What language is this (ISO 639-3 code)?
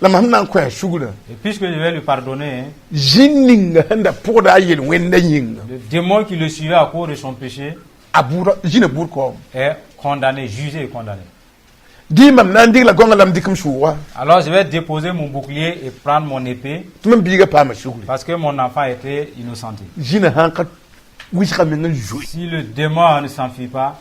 mos